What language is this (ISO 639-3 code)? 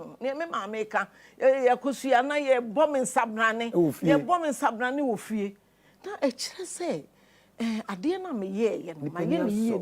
aka